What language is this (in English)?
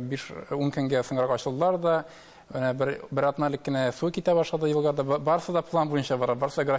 Tatar